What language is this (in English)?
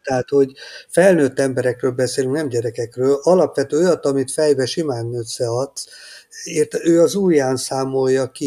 Hungarian